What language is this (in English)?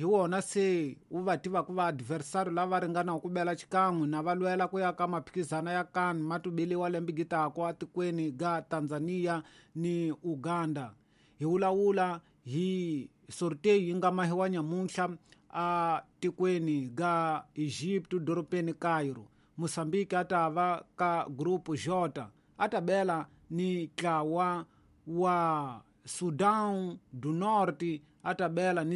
Tsonga